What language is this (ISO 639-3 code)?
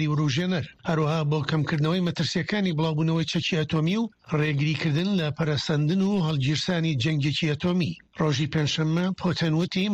ckb